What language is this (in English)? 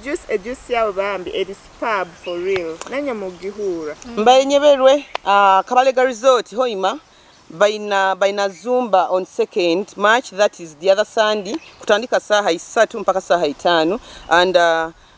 Nyoro